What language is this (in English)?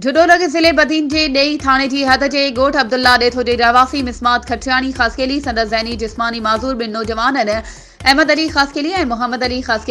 Sindhi